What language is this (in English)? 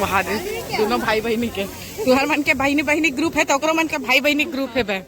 Chhattisgarhi